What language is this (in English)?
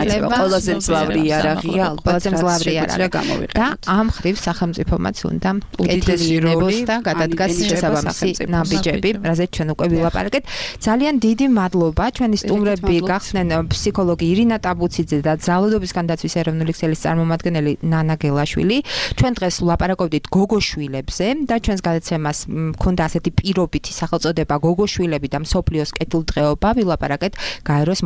Georgian